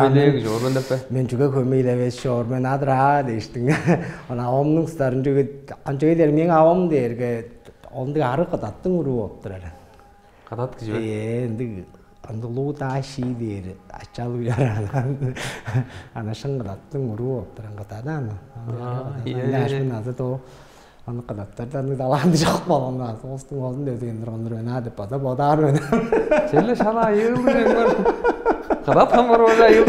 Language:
Tuvinian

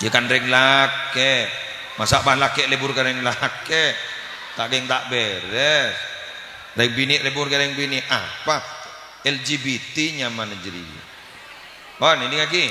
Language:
Madurese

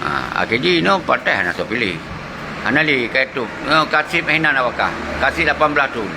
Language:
Achinese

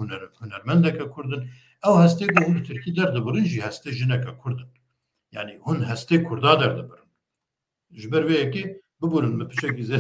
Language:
Kurdish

